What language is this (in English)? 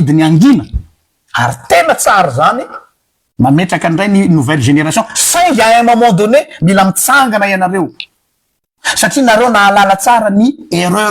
Malagasy